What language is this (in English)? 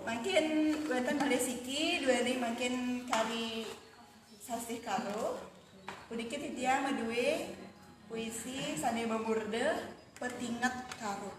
Balinese